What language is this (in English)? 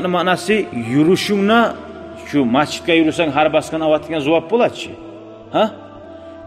Kumyk